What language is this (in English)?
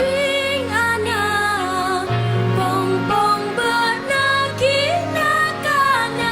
Madurese